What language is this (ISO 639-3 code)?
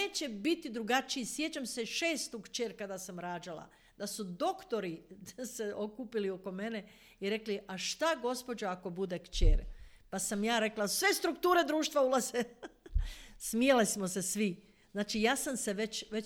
hrv